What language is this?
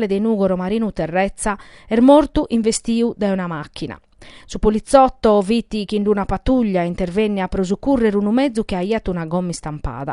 Sardinian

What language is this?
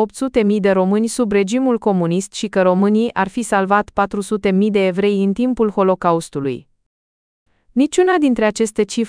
Romanian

